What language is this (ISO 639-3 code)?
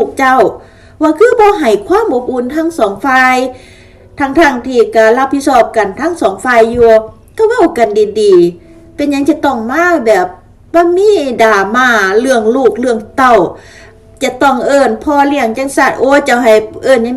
lao